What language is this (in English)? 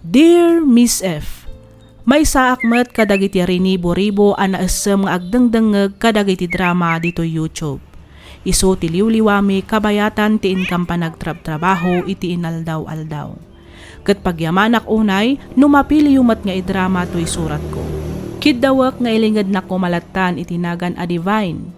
Iloko